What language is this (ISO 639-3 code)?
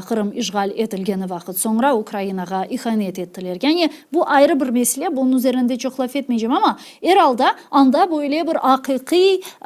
crh